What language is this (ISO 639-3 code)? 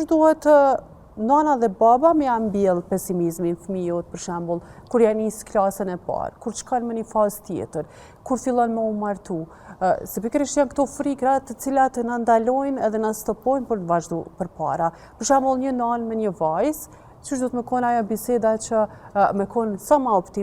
sqi